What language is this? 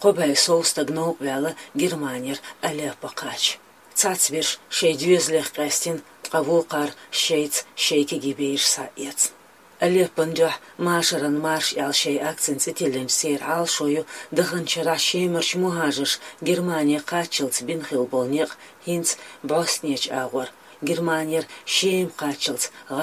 Chechen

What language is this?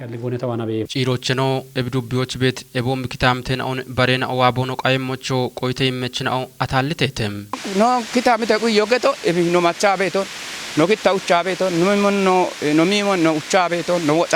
Kafa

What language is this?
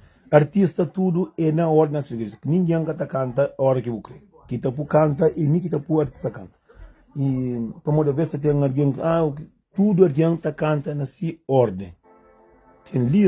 Kabuverdianu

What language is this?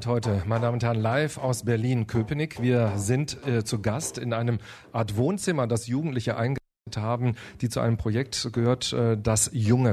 German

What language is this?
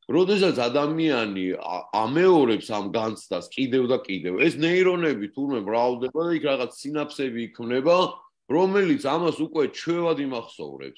Georgian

